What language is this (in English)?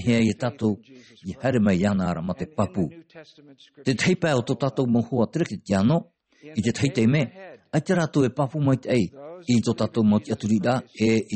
Tahitian